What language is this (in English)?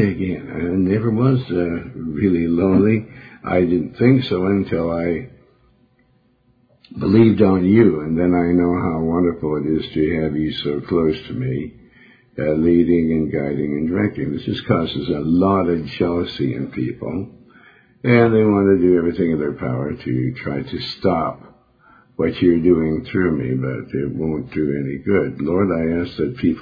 English